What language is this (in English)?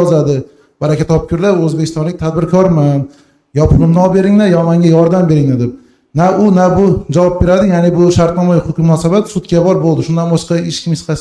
Uzbek